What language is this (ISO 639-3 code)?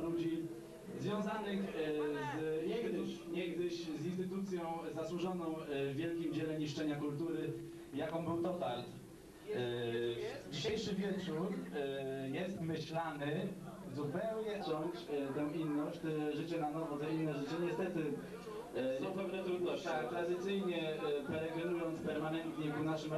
pol